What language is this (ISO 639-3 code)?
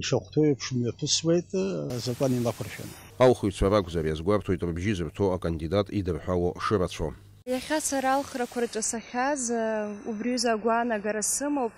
abk